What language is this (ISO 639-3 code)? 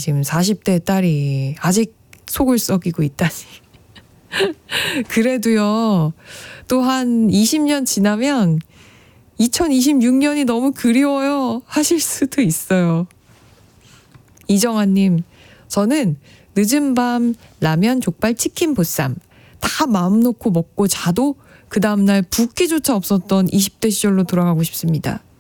kor